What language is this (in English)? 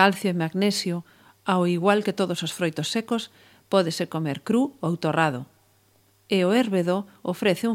Galician